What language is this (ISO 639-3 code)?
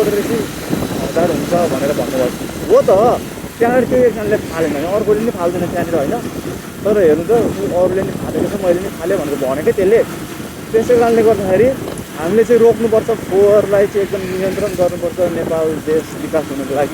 nep